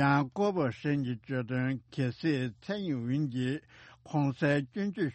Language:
Tibetan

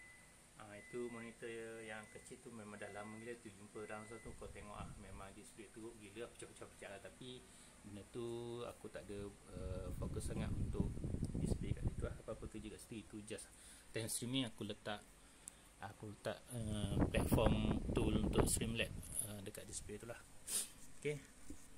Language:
Malay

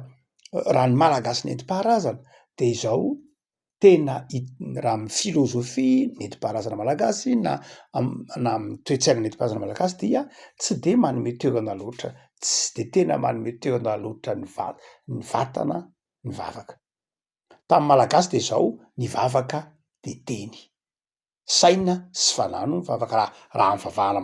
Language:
Malagasy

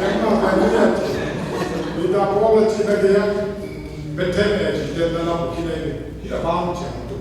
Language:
Tedim Chin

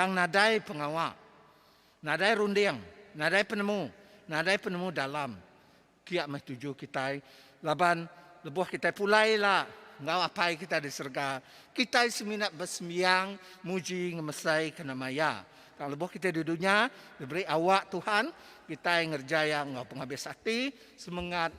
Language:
Iban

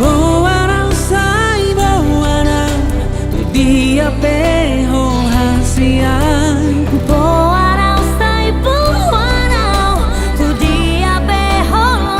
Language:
Batak Toba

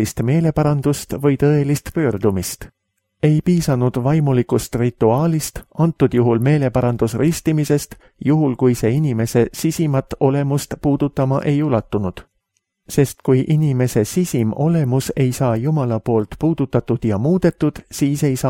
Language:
Estonian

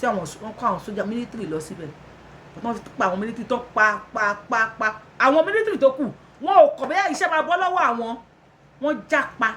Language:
Yoruba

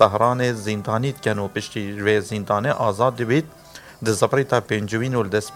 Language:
Kurdish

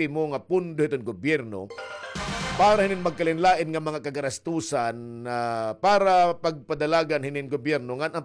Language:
Waray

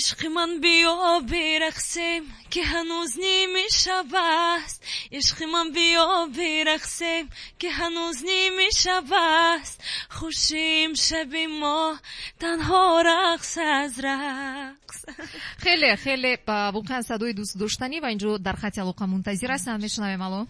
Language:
Tajik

